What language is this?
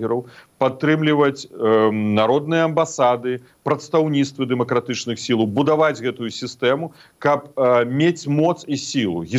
Belarusian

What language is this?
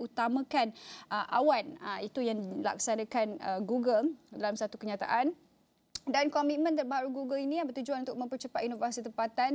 Malay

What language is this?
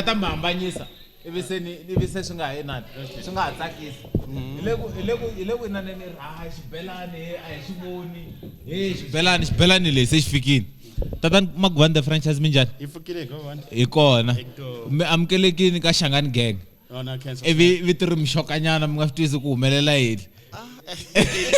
Tsonga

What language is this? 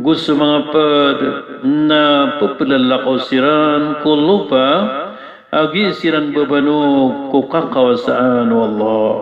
Maranao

